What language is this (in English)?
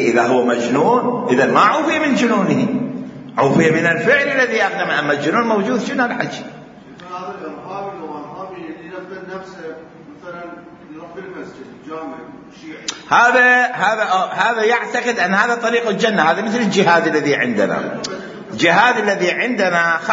Mesopotamian Arabic